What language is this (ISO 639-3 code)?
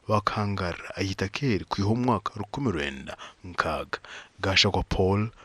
nyn